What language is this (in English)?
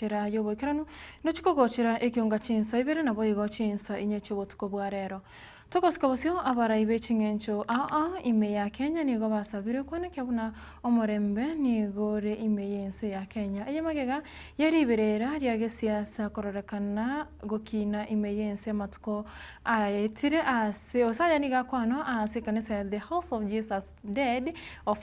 Gusii